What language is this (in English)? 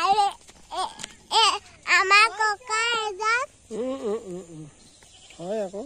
Assamese